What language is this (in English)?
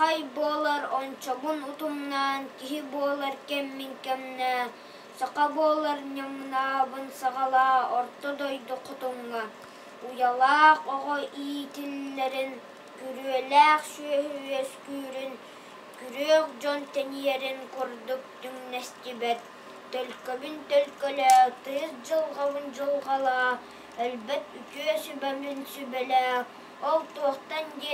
Yakut